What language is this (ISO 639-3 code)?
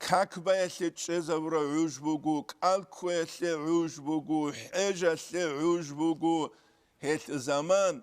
ava